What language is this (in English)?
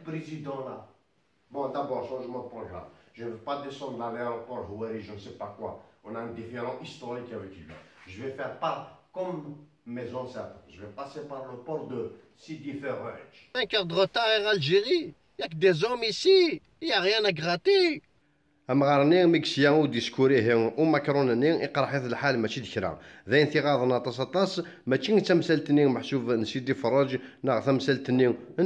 Kabyle